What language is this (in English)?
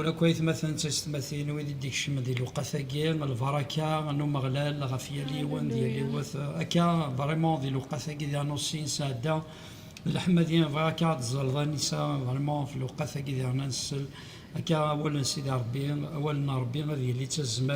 Kabyle